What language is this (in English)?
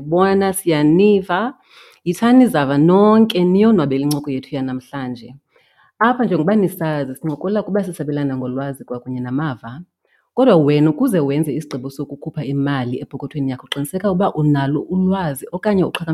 Xhosa